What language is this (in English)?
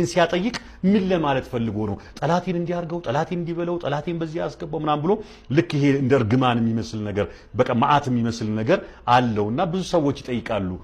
Amharic